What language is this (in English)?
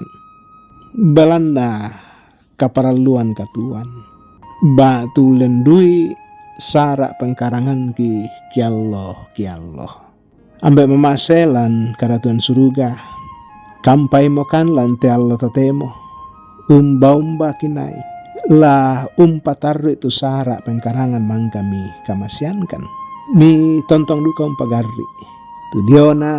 Toraja-Sa'dan